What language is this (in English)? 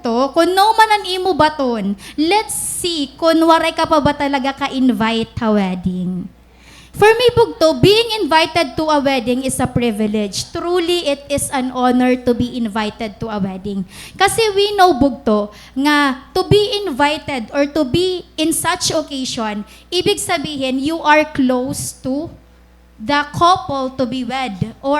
Waray